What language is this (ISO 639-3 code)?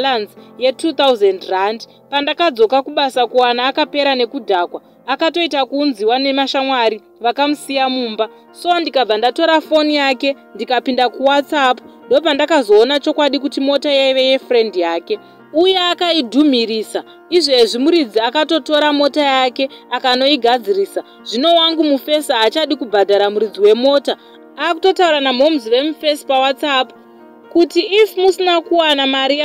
sna